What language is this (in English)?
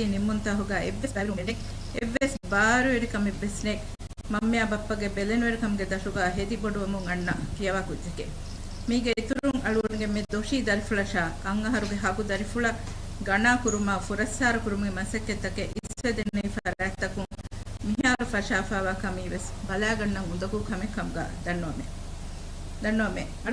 Divehi